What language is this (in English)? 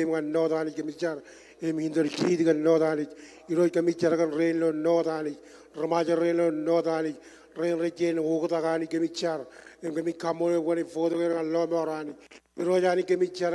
Marshallese